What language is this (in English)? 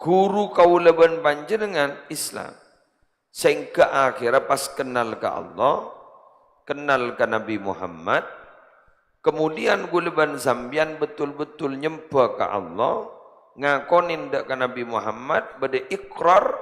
Madurese